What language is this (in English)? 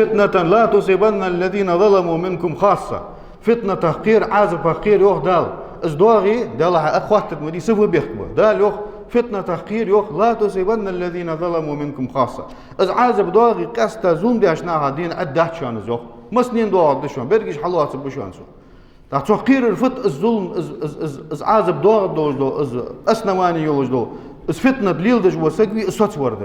Ingush